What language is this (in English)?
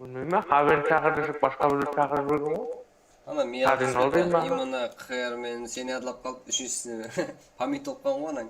Kara-Kalpak